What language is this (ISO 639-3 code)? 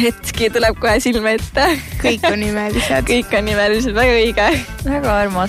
est